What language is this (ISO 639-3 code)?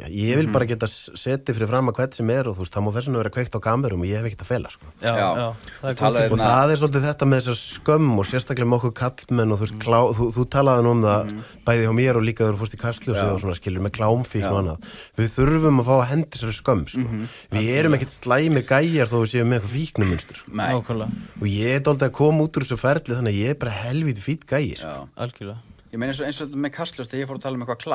isl